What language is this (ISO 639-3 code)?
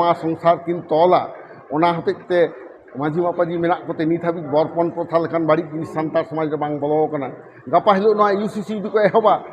sat